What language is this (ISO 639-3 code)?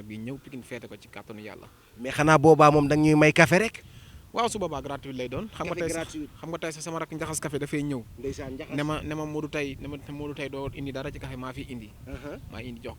wol